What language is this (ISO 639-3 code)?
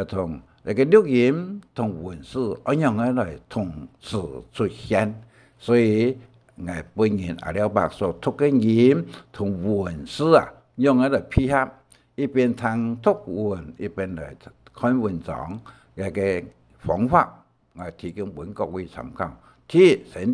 hak